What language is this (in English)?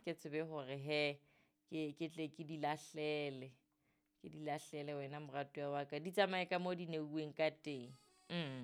Southern Sotho